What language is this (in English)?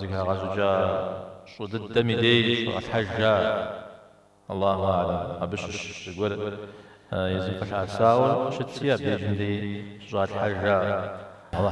Kabardian